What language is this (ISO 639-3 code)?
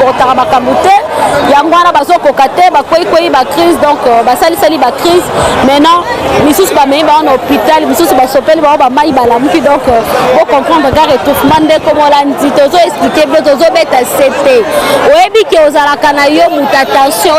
lin